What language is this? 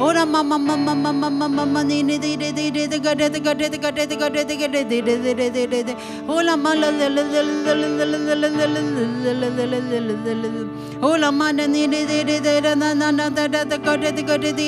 Burmese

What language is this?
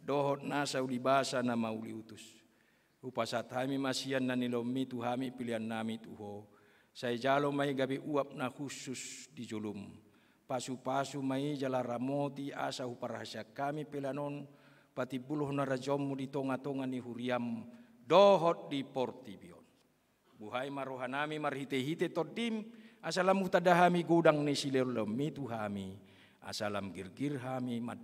Batak Toba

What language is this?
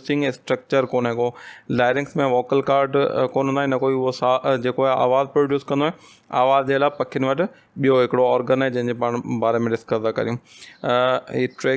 Sindhi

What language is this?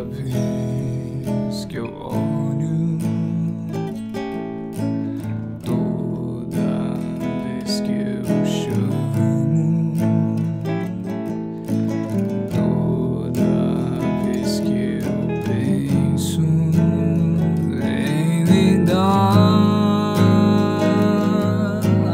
Portuguese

